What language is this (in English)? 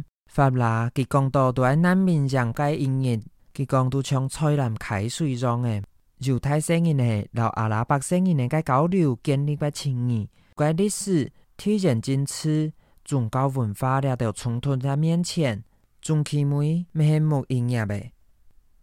Hakka Chinese